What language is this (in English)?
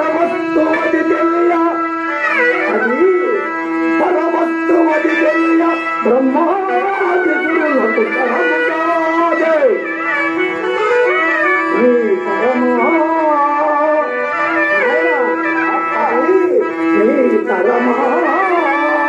Telugu